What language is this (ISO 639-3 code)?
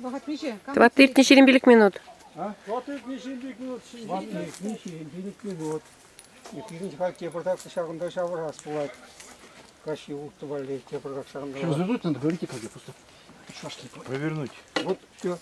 chv